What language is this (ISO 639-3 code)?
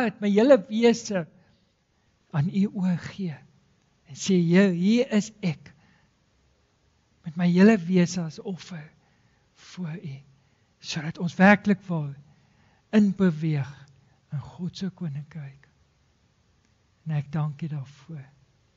afr